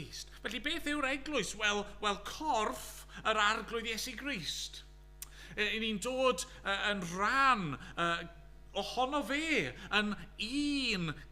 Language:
Welsh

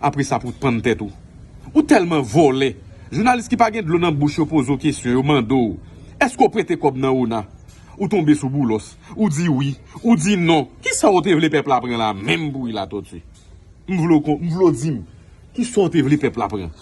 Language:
Haitian Creole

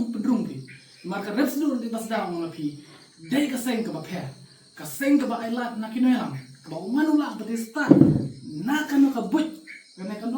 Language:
Khasi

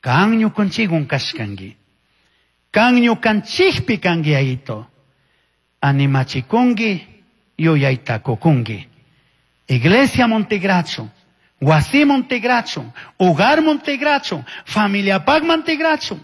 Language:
Chimborazo Highland Quichua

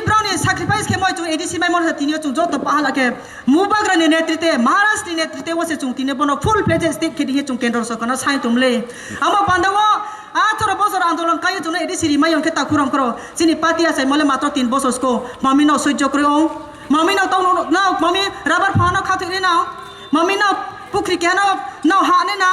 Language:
Kok Borok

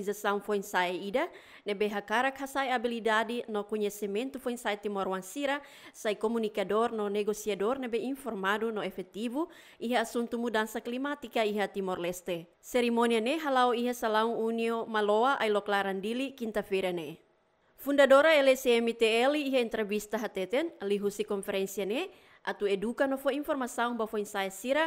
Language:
Tetum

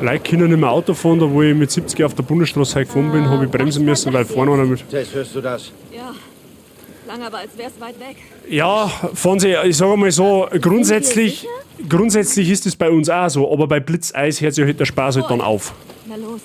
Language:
Bavarian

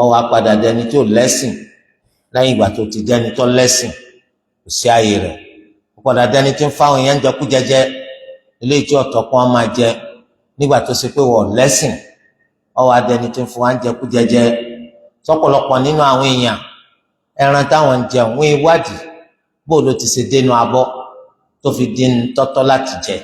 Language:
Yoruba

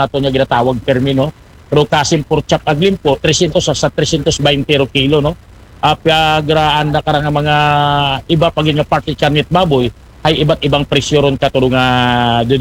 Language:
Aklanon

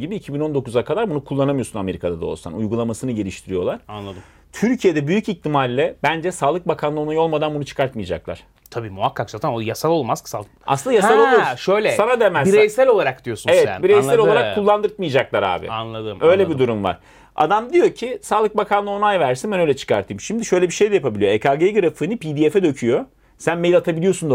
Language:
Turkish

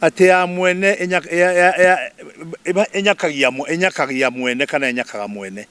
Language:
Kikuyu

